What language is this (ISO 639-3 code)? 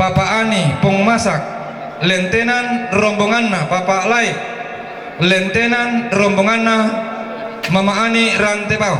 sda